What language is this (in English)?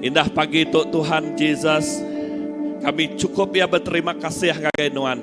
Iban